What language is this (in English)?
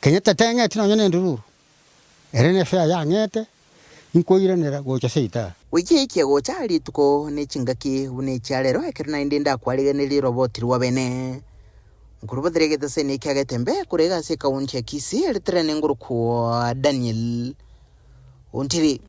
Gusii